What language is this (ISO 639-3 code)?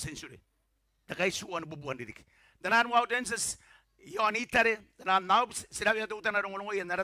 gil